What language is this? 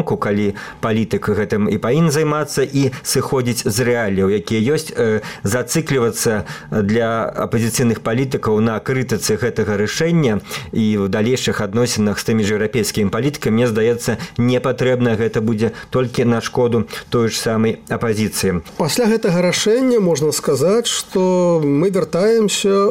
Belarusian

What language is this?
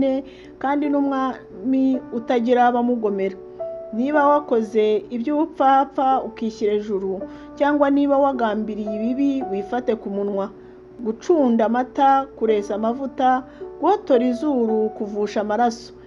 Kinyarwanda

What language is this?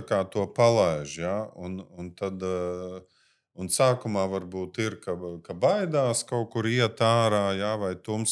Latvian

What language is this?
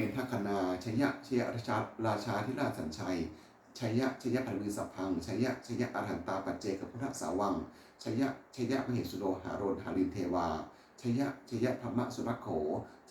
Pali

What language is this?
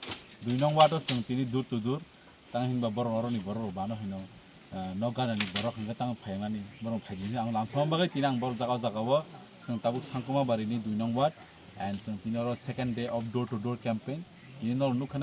Kok Borok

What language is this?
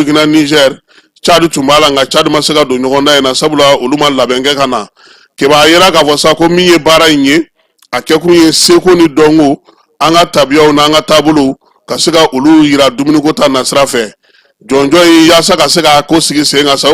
Bambara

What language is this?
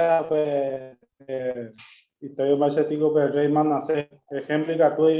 Guarani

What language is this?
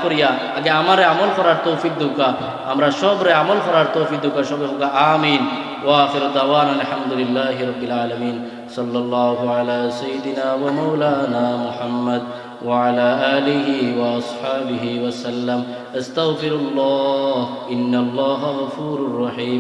Sylheti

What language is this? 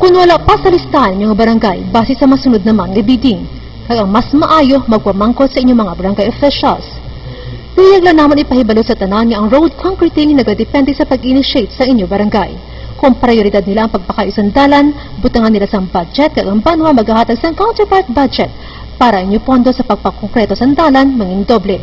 Hiligaynon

